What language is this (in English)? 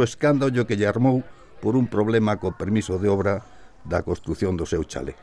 Galician